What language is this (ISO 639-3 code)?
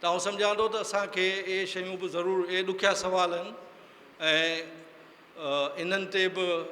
snd